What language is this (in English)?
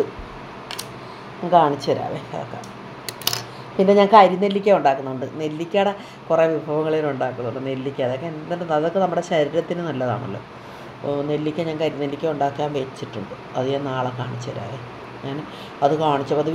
Malayalam